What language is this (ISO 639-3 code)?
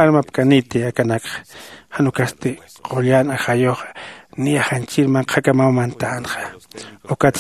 aym